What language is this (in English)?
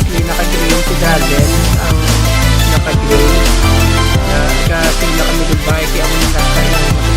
Hiligaynon